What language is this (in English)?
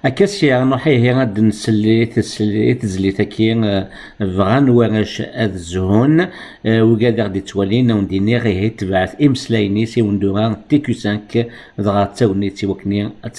Kabyle